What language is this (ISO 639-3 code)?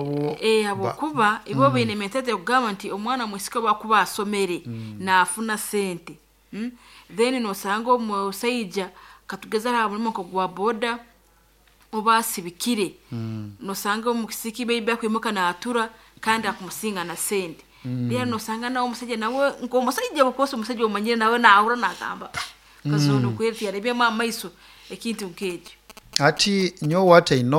nyo